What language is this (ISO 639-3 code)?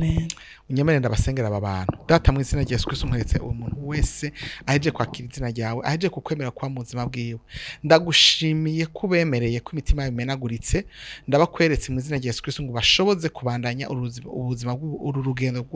run